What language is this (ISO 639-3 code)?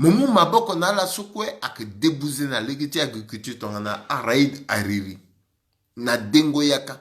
sag